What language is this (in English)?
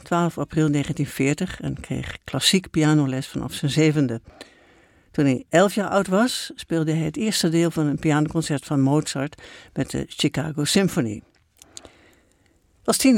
Dutch